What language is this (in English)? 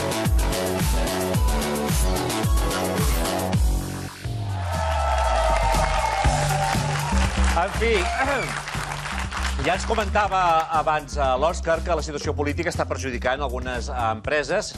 Catalan